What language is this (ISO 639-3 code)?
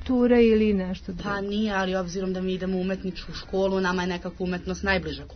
srp